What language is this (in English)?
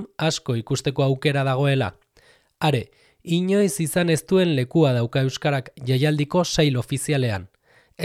Basque